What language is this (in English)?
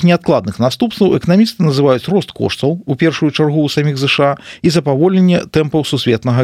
Belarusian